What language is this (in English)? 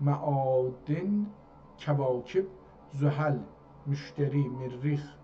South Azerbaijani